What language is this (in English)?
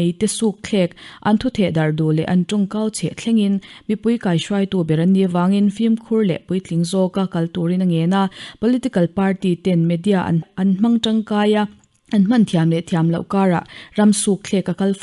Mizo